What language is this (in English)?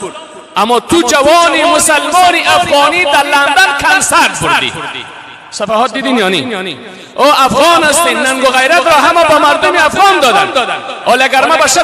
Persian